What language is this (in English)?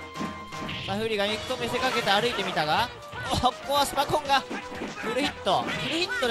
Japanese